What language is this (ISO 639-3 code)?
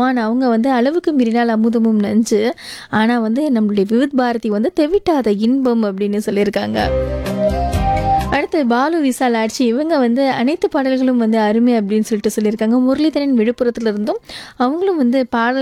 tam